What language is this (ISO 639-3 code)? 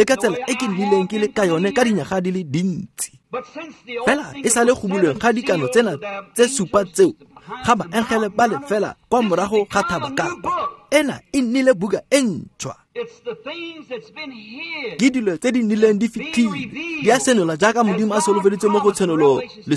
tsn